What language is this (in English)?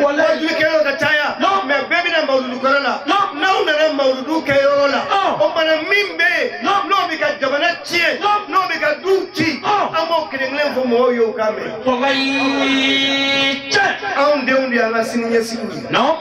Bambara